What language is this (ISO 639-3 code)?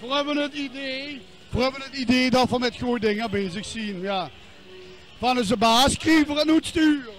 lim